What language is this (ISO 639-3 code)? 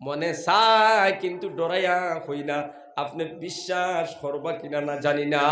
syl